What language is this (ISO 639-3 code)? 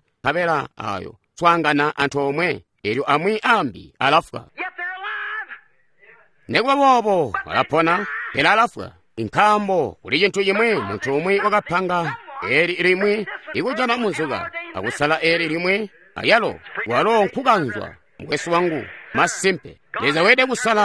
toi